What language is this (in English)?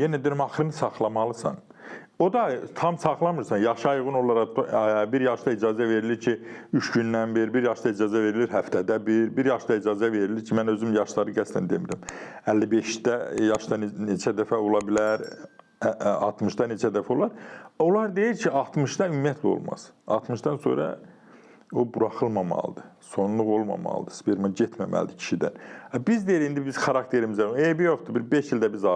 Azerbaijani